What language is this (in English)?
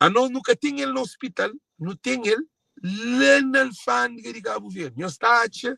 Kabuverdianu